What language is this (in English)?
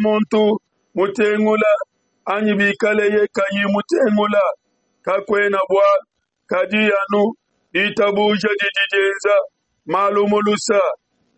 Luba-Lulua